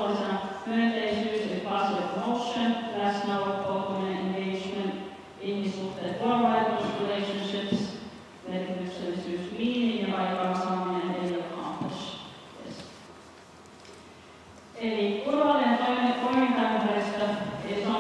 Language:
Finnish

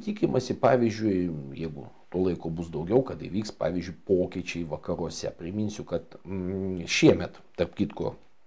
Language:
Lithuanian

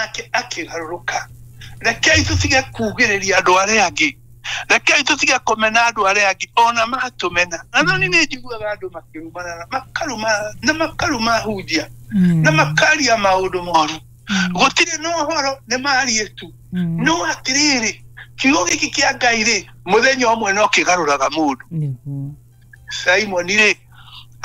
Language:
Kikuyu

